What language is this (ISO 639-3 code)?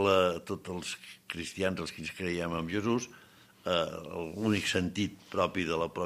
cat